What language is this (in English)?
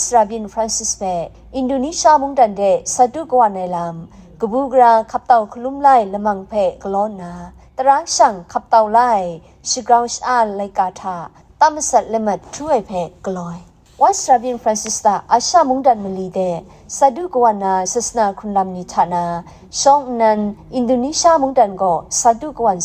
Kachin